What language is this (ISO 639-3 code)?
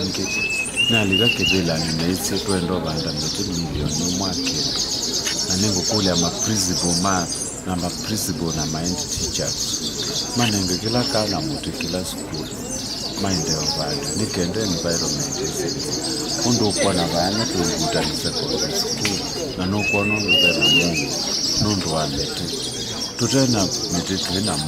kam